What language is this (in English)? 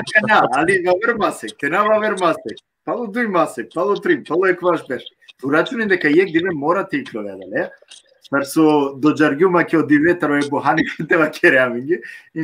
Balkan Romani